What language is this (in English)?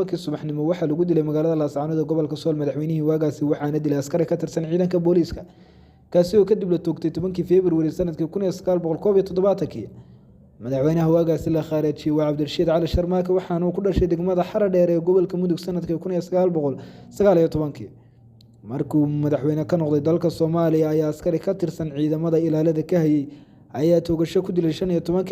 Somali